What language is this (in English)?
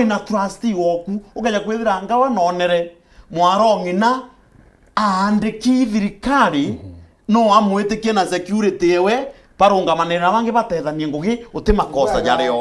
Meru